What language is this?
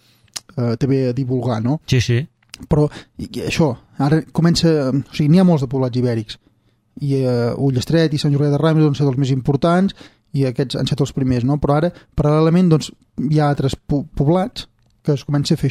Catalan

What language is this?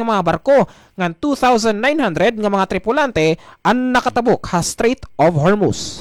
Waray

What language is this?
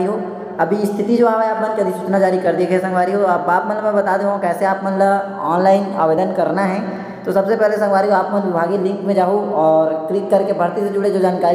Chhattisgarhi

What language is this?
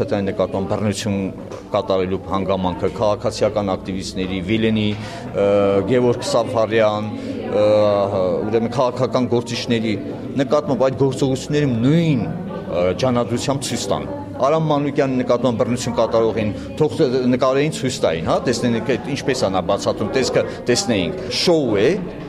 Armenian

